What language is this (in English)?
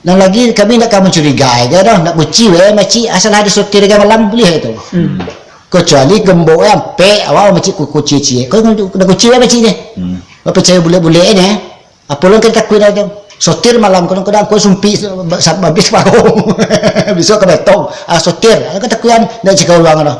Minangkabau